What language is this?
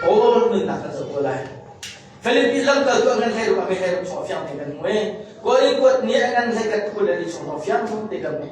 Hakha Chin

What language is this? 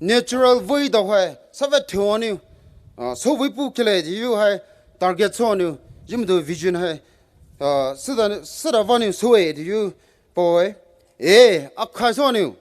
Poumei Naga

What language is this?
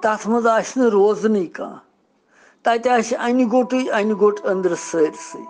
Kashmiri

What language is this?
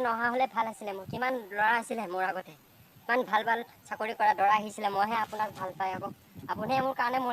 Assamese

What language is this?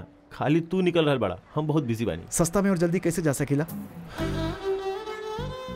Bhojpuri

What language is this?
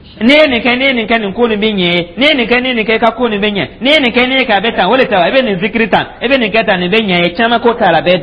Dyula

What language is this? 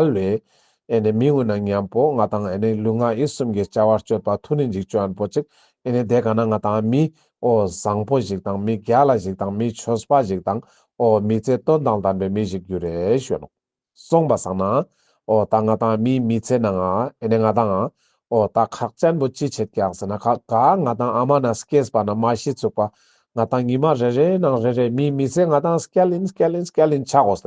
Ladakhi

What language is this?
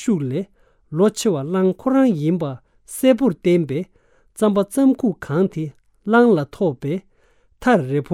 Tibetan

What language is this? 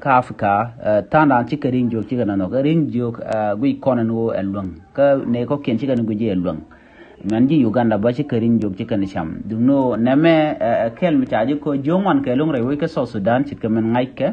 Nuer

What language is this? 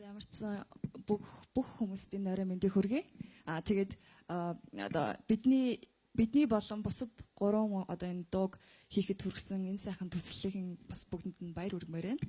Mongolian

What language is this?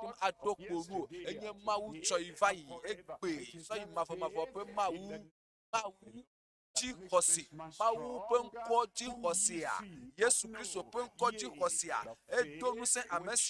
Ewe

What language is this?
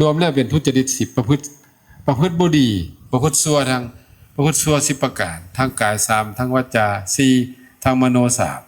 Northeastern Thai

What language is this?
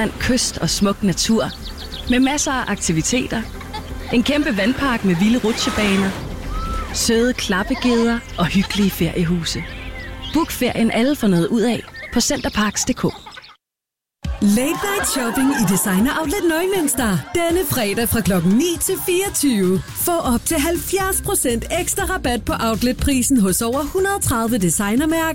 Danish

